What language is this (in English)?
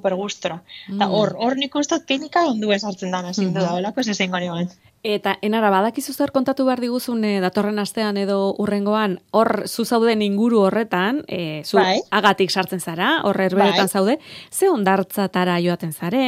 Basque